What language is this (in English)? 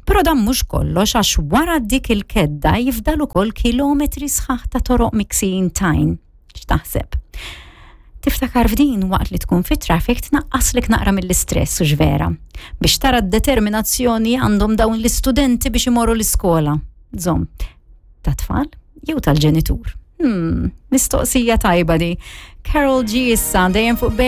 Maltese